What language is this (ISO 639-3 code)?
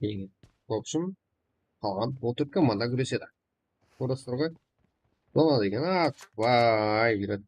kaa